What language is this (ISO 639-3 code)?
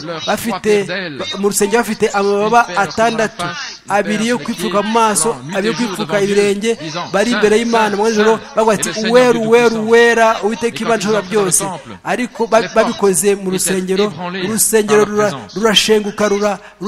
kin